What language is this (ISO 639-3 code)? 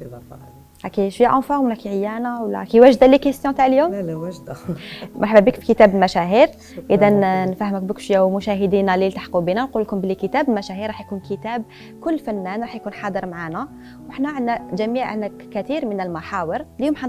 arq